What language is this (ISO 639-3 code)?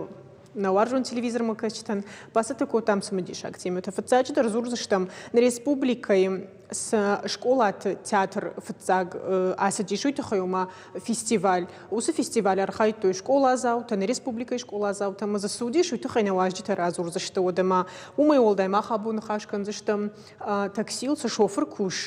oss